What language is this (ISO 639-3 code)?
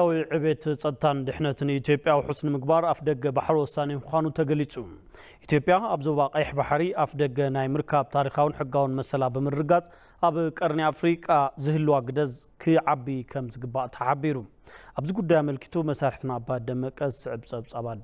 tir